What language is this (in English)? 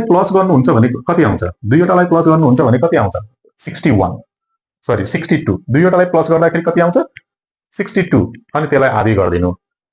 Nepali